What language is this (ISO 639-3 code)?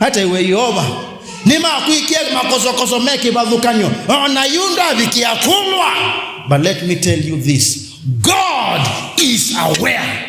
kam